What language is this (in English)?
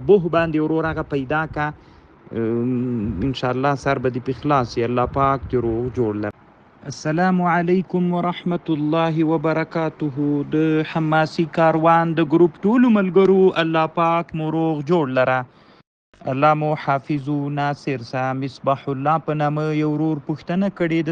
Pashto